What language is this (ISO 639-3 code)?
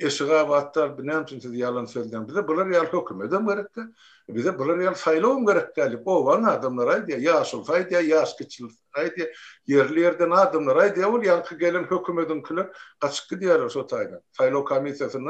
tuk